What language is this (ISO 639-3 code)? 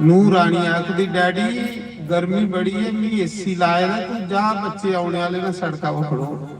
doi